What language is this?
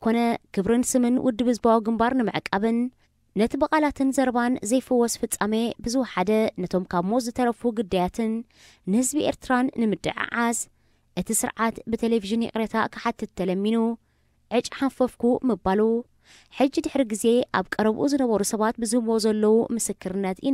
Tigrinya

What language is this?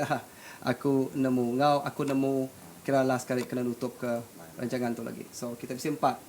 Iban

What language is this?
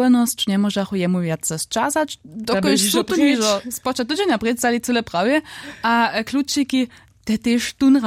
Upper Sorbian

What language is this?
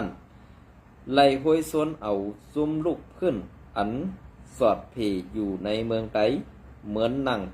Shan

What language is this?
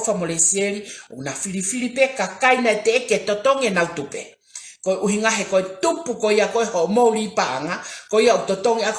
Tongan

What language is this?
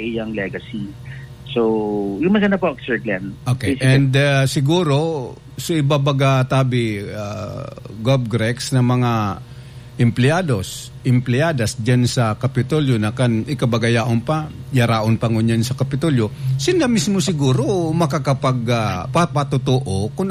Bikol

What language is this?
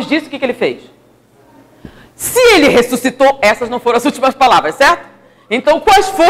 Portuguese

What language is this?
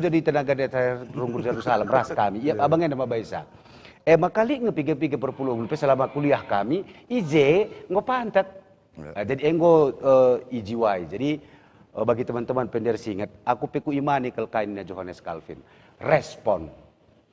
Batak Karo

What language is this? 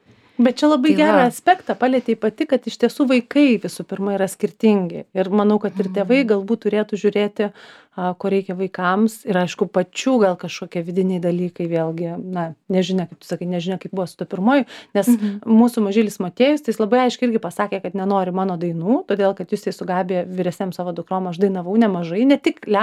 Lithuanian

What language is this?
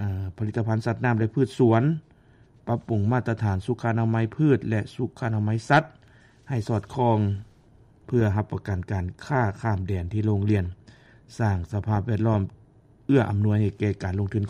Lao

